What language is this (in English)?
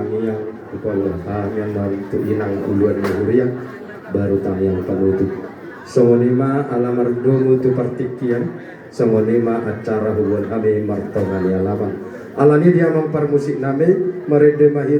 Batak Toba